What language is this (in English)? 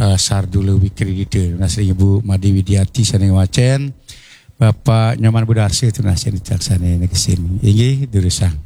Balinese